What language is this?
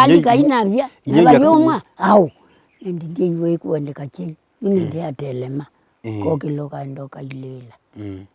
Kamba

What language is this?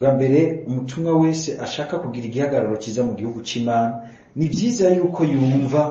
Rundi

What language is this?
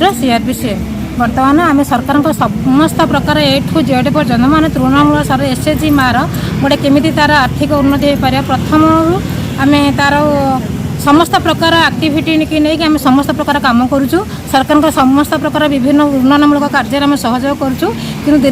Odia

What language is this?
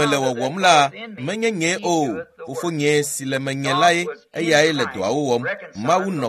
Ewe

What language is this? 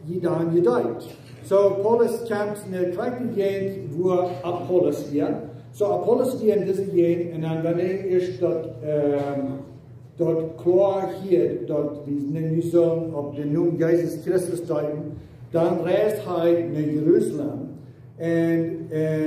Plautdietsch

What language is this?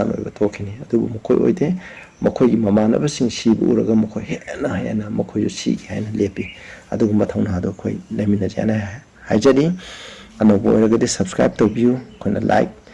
Manipuri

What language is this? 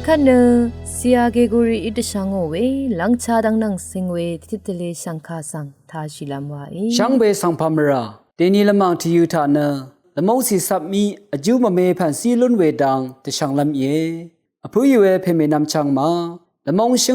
Rawang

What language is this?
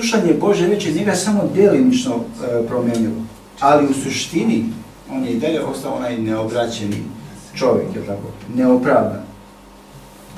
Serbian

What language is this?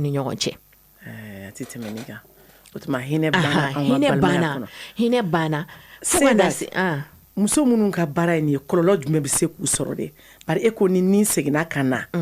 Bambara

